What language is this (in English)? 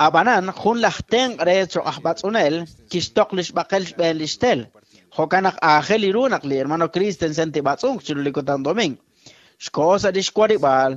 Kekchí